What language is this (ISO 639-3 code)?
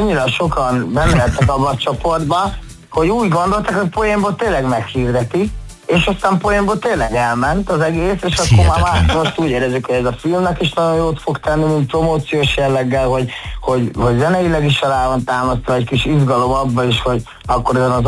hun